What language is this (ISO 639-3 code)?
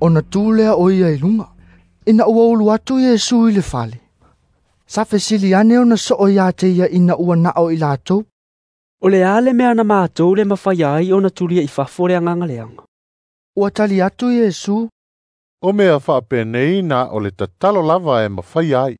smo